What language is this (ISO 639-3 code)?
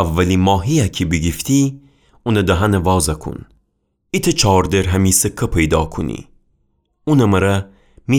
glk